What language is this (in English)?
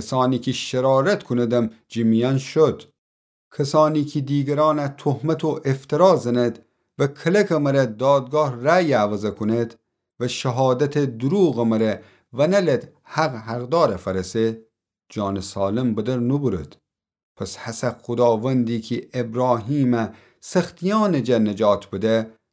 Gilaki